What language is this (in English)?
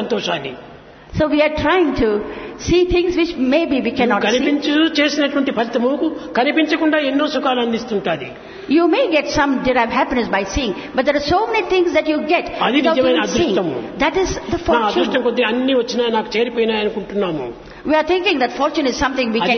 Telugu